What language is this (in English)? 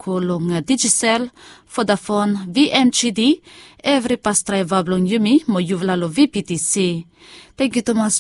Bislama